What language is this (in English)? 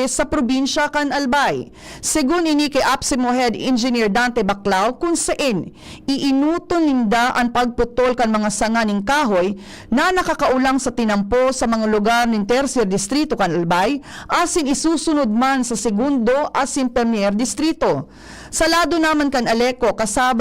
Bikol